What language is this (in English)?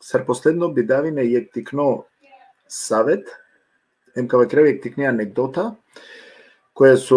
Balkan Romani